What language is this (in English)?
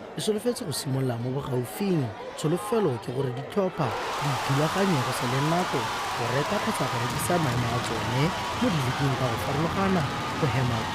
Tswana